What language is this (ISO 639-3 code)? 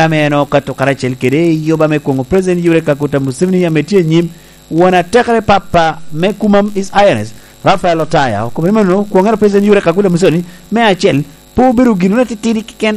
laj